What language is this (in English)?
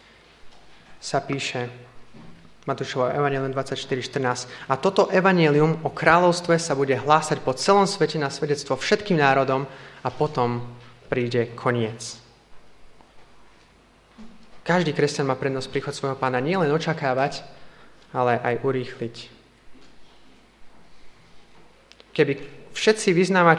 Slovak